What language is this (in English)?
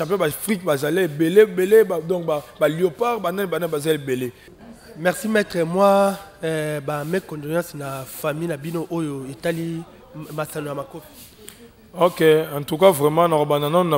Lingala